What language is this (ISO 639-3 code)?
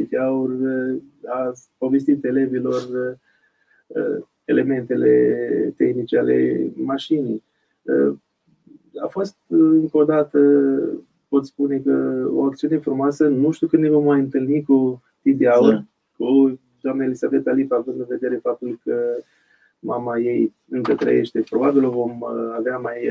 ron